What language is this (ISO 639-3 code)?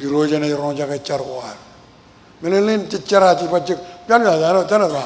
mah